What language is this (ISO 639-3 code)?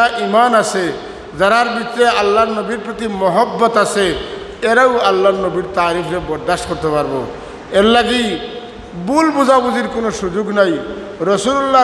syl